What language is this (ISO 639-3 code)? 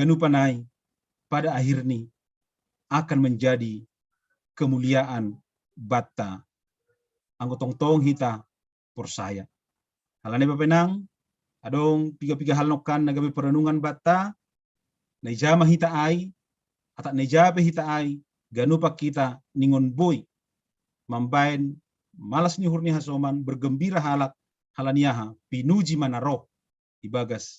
bts